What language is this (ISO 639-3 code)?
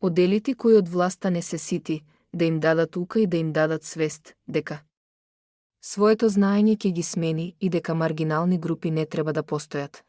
mkd